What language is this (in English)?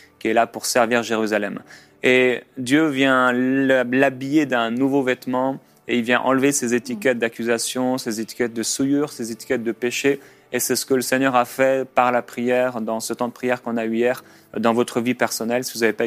French